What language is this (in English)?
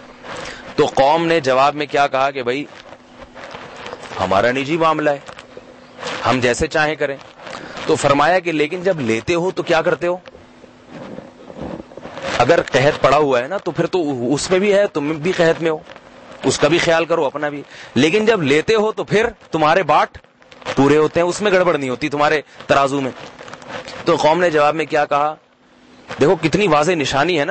Urdu